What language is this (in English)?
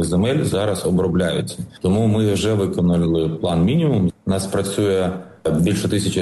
Ukrainian